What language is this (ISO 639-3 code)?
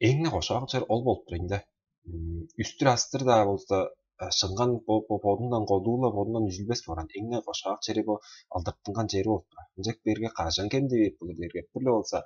tyv